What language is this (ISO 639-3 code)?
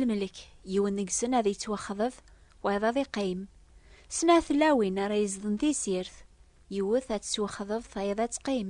kab